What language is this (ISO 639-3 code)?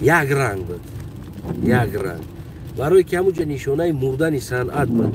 tgk